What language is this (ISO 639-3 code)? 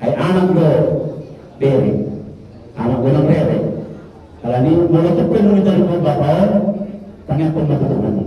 bbc